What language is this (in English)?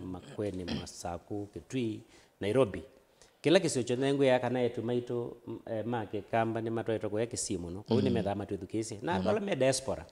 Kamba